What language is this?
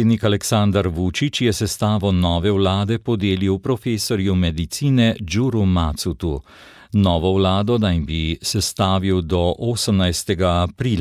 Slovenian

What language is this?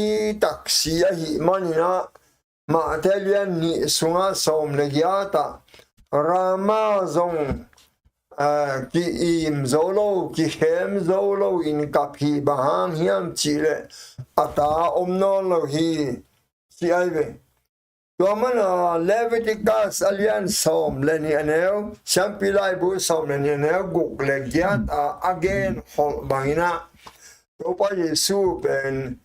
Tedim Chin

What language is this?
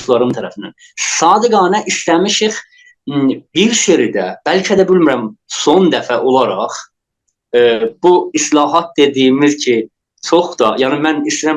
South Azerbaijani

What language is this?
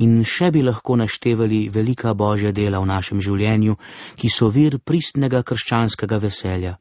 Slovenian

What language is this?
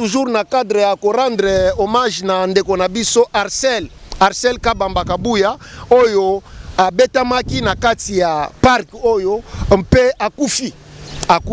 Lingala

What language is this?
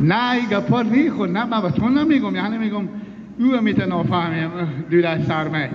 Hazaragi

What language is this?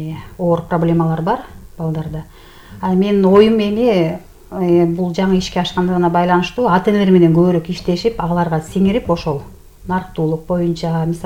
Kyrgyz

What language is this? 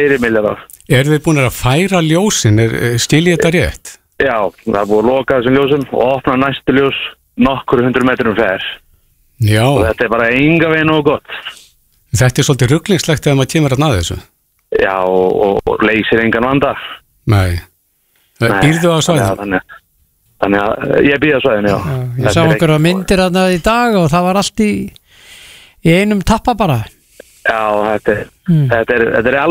Icelandic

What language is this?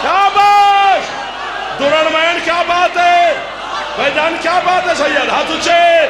Saraiki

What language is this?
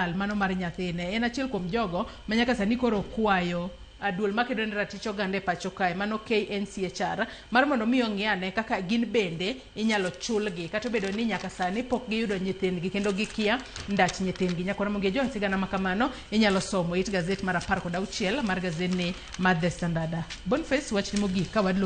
Luo (Kenya and Tanzania)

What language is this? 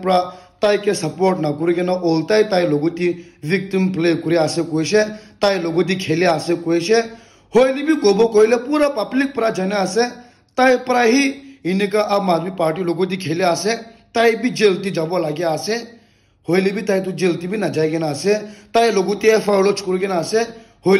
Naga Pidgin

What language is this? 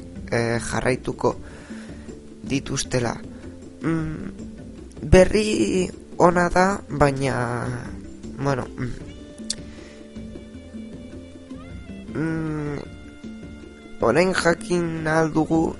Basque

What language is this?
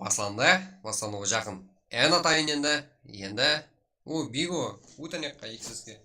Kara-Kalpak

